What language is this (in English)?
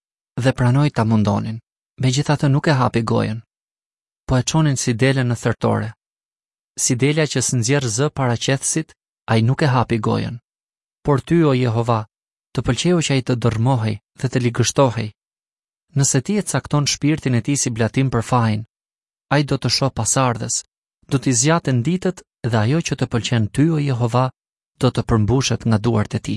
Albanian